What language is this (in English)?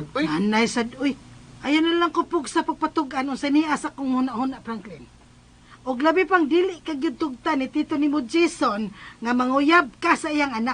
Cebuano